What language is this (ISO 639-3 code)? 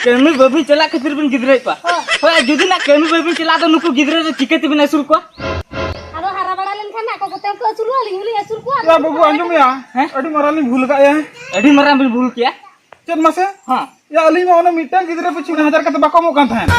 sat